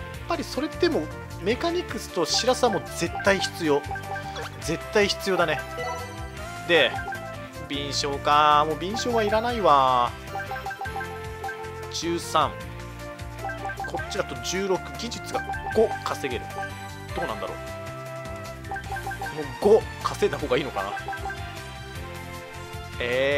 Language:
Japanese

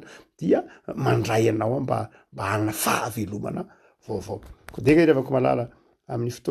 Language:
Malagasy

